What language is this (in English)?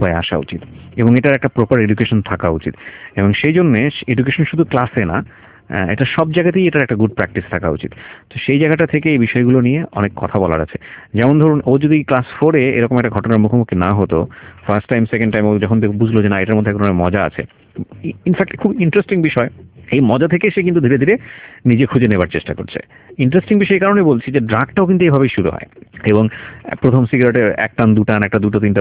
Bangla